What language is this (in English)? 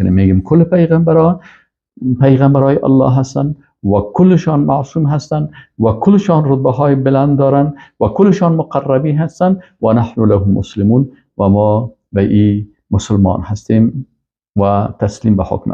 Persian